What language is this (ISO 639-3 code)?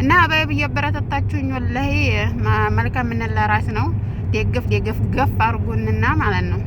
amh